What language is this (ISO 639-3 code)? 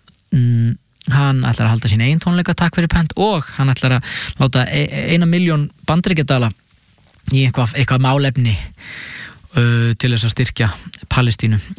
isl